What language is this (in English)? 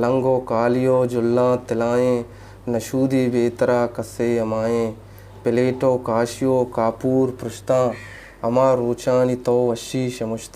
Eastern Balochi